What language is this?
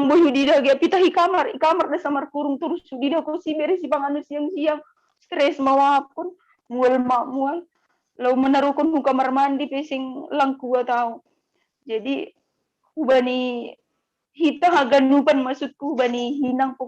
Batak Simalungun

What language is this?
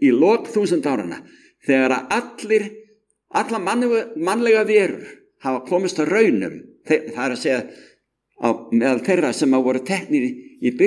Icelandic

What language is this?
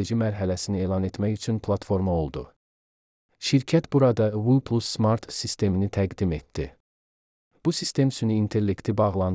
Azerbaijani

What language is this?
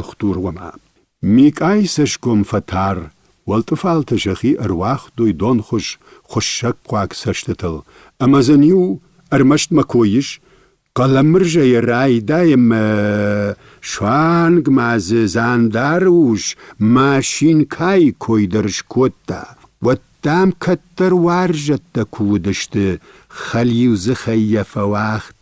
Ossetic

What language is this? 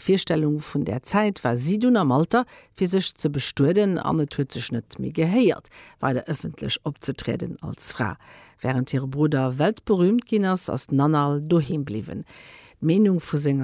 Luxembourgish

